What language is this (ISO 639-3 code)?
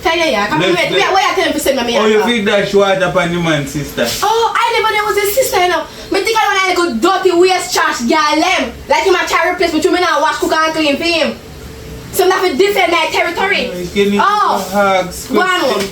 jam